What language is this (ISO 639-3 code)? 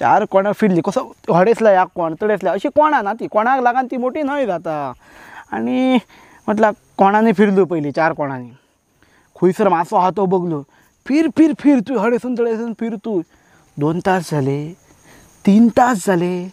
kok